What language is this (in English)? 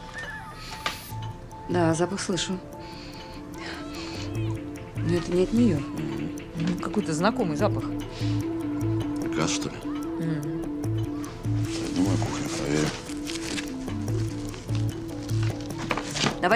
Russian